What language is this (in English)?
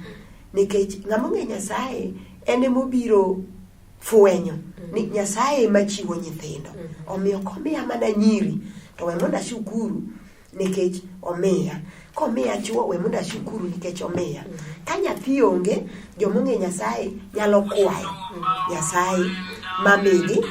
Luo (Kenya and Tanzania)